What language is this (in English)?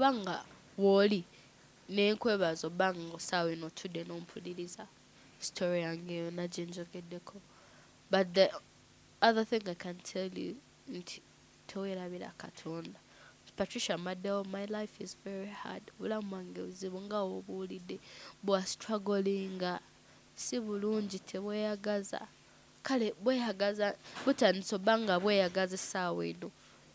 Ganda